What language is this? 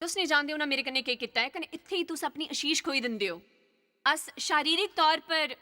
Dogri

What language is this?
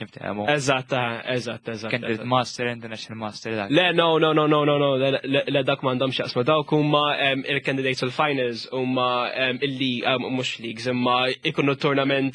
Maltese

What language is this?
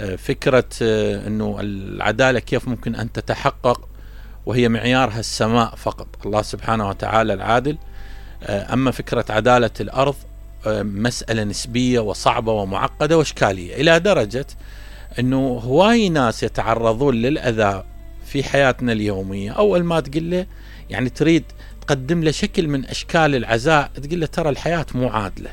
Mesopotamian Arabic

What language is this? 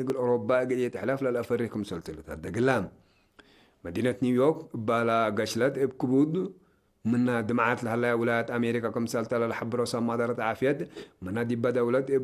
Tigre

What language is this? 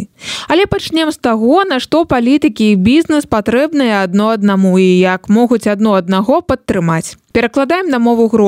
Belarusian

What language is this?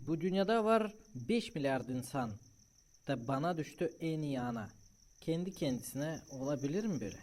Gagauz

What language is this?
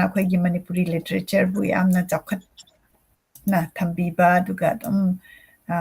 Manipuri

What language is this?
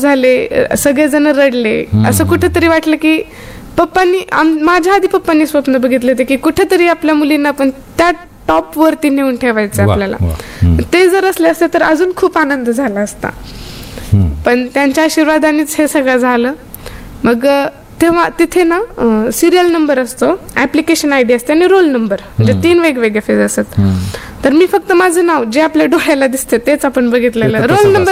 Marathi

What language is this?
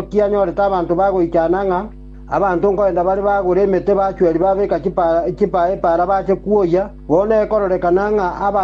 Gusii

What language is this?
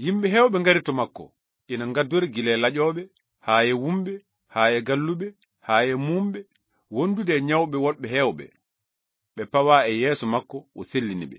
Fula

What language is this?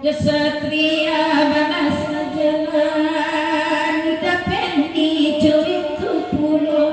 Minangkabau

